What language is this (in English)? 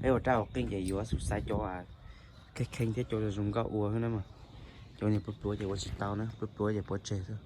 Hmong